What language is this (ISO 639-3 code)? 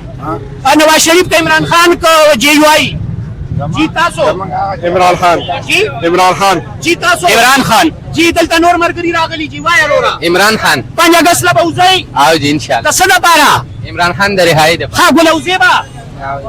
pus